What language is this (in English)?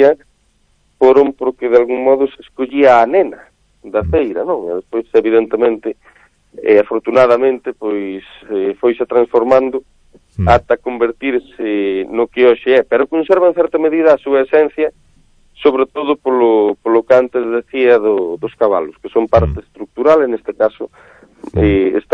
Galician